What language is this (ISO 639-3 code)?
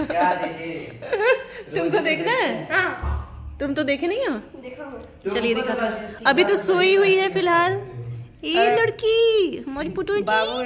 hin